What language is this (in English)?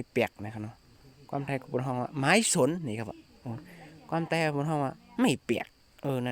Shan